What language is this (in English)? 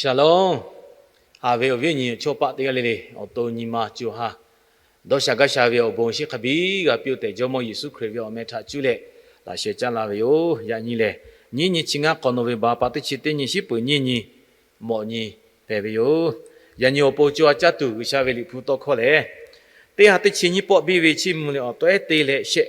Lahu